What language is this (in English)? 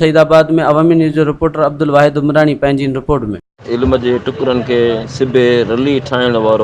Sindhi